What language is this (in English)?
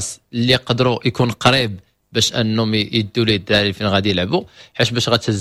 Moroccan Arabic